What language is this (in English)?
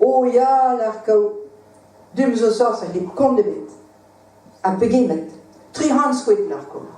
Breton